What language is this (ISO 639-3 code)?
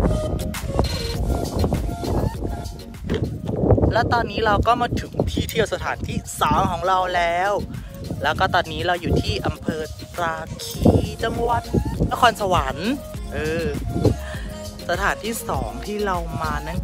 tha